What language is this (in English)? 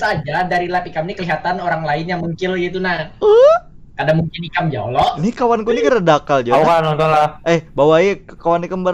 Banjar